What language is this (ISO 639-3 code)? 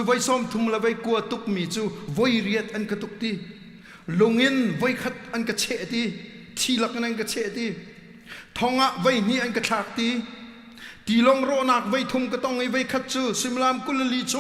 cnh